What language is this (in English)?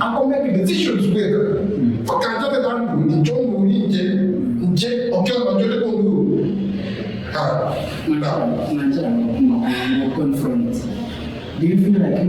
Gusii